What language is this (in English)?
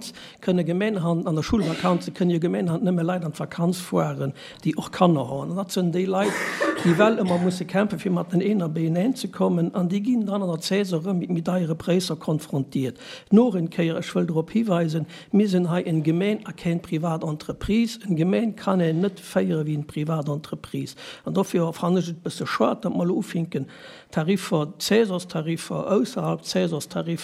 Luxembourgish